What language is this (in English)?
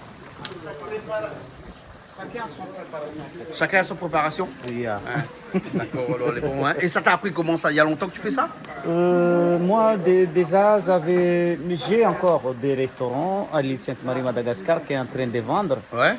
Réunion Creole French